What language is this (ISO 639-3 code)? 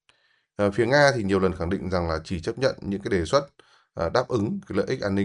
vie